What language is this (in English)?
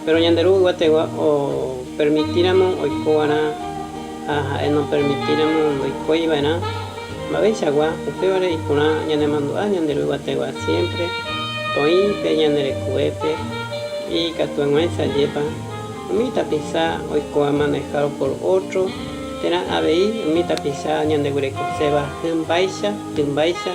Guarani